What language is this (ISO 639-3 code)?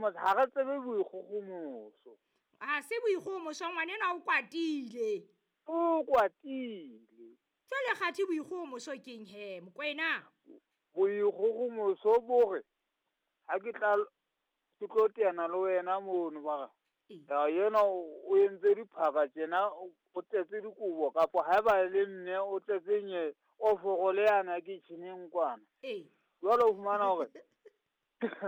sot